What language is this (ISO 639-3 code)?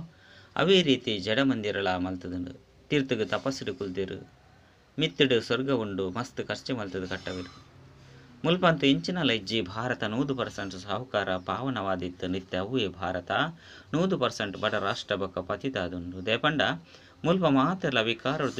tcy